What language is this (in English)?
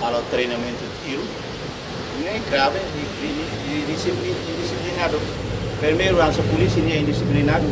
Tetum